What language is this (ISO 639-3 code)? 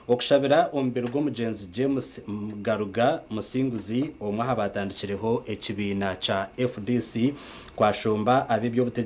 nyn